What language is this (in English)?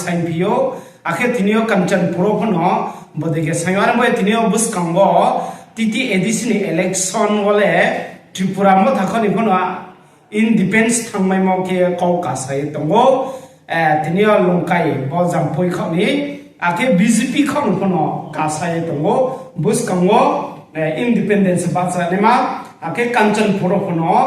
Riang (India)